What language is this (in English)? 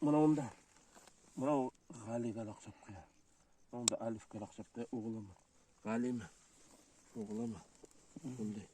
Bashkir